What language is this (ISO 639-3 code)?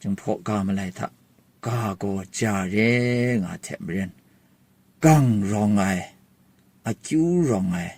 kac